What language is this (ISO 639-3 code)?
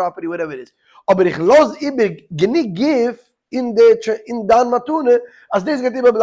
yid